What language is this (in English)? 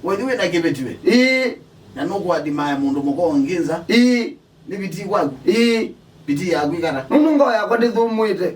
Kamba